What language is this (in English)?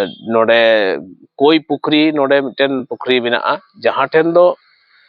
Santali